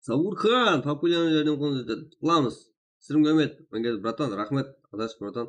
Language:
Kara-Kalpak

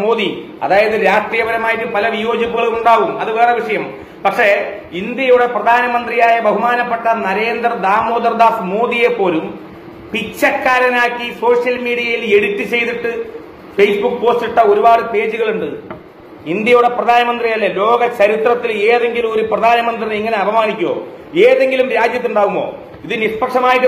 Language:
Malayalam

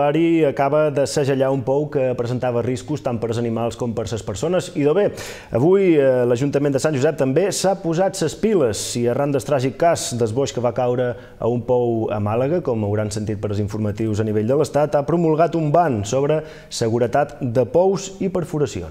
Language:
Catalan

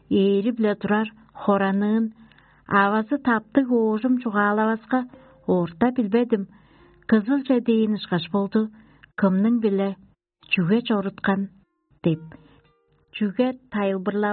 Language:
Tuvinian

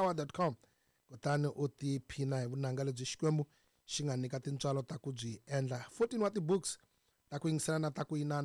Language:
Tsonga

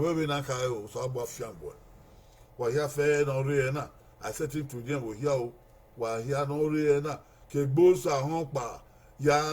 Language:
Bini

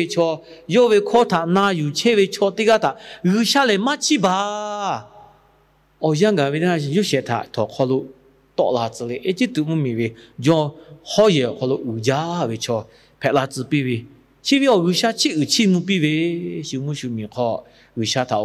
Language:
Lahu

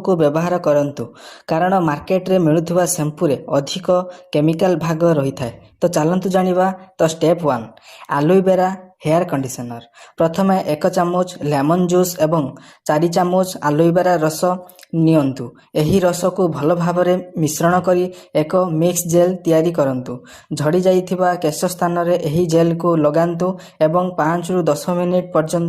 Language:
Odia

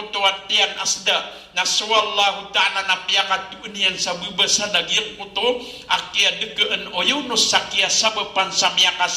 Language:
Maranao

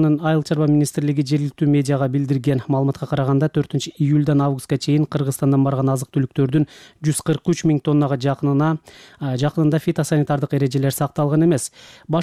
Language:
Kyrgyz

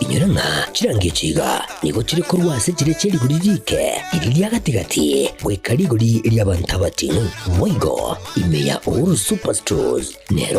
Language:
Gusii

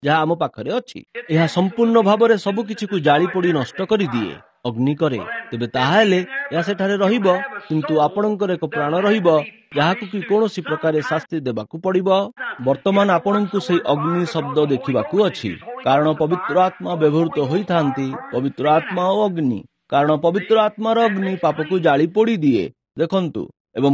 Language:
Odia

